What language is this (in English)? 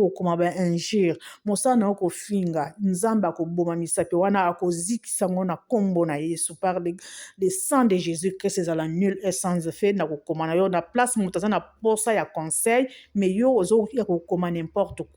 Lingala